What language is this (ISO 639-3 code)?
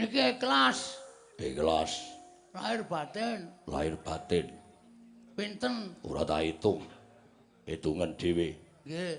jav